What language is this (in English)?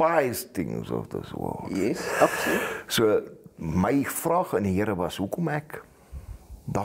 Afrikaans